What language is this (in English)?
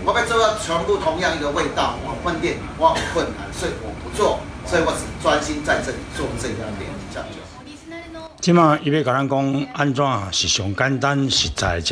Chinese